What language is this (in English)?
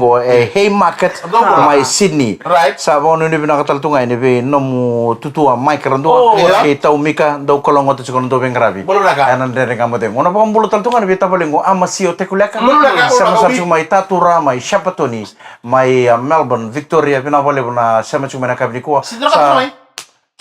Fijian